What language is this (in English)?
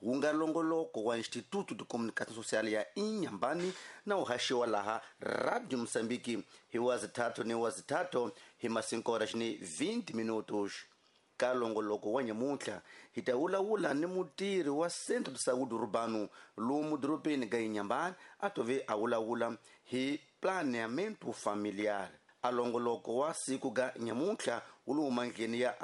Tsonga